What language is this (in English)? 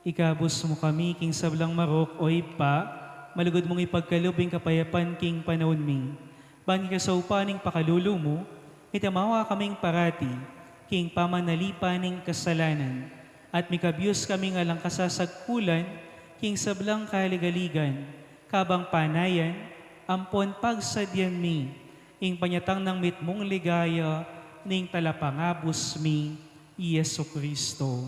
Pampanga